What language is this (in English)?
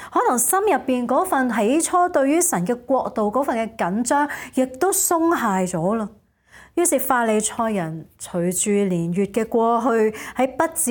Cantonese